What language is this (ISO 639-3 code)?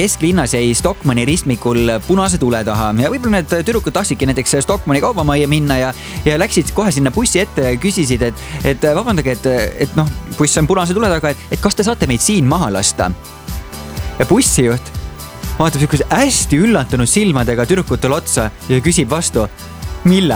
est